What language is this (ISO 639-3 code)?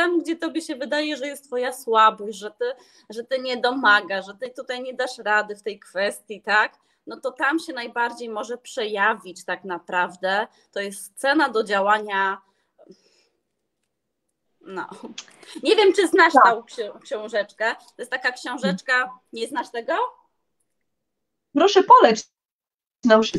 pol